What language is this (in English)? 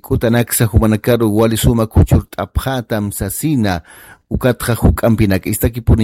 Aymara